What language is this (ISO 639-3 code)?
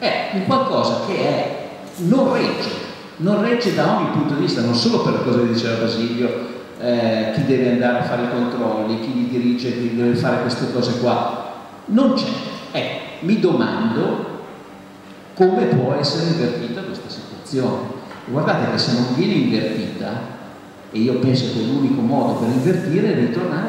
ita